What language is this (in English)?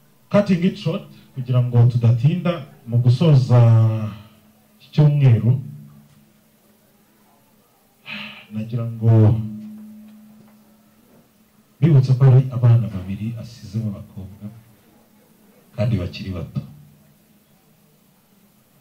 Kinyarwanda